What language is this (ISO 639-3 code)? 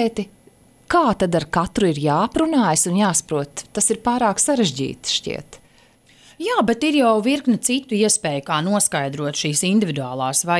lav